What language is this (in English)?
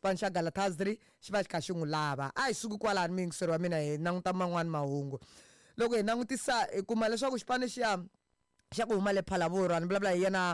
Tsonga